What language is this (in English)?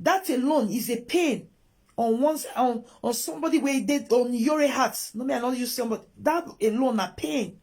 Nigerian Pidgin